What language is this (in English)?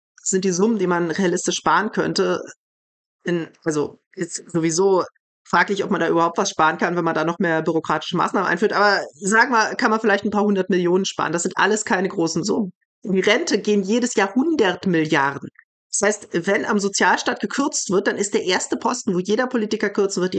German